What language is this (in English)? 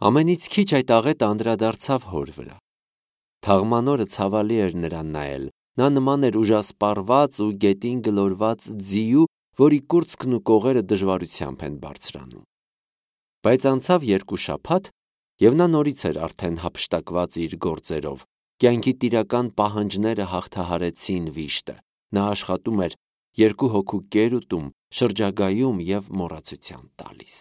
Armenian